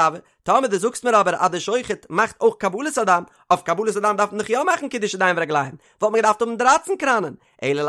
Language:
Yiddish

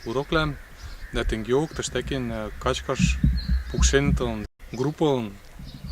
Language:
Western Mari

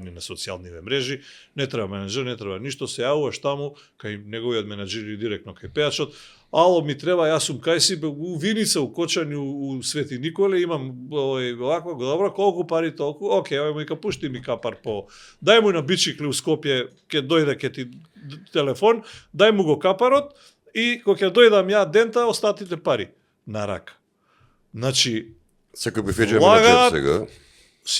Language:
Macedonian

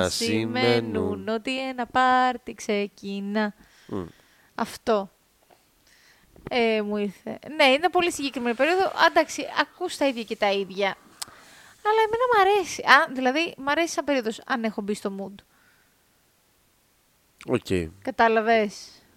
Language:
Greek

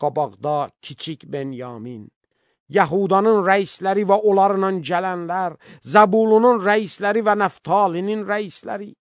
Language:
Azerbaijani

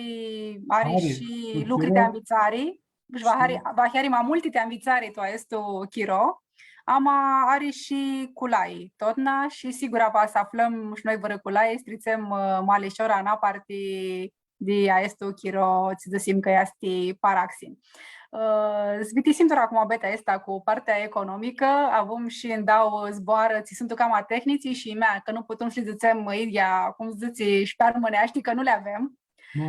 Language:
Aromanian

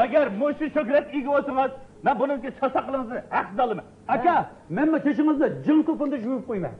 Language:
Uyghur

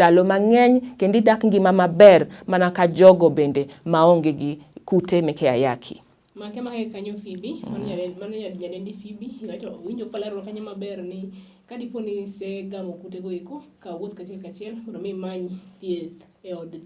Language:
Luo (Kenya and Tanzania)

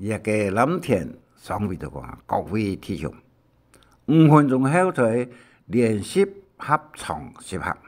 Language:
Hakka Chinese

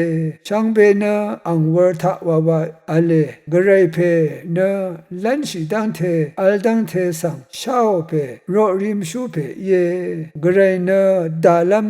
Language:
Rawang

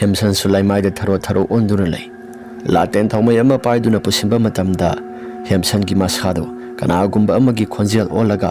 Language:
Manipuri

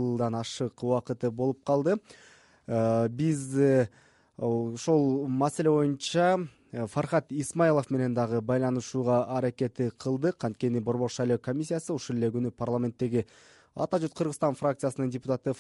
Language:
Kyrgyz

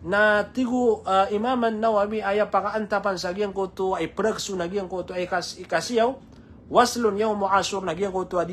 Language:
Maranao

